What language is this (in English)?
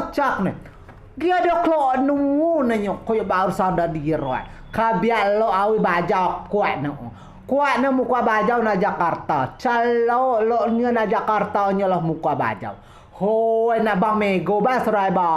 Rejang